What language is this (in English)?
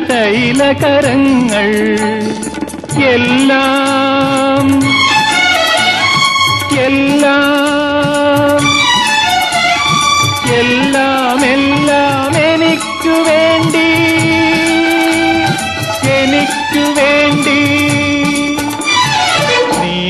Malayalam